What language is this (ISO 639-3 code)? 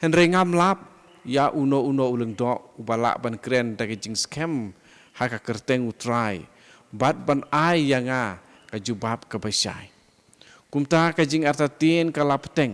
kha